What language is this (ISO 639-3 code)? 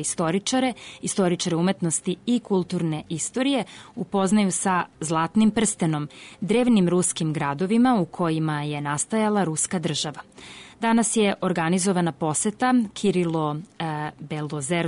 srp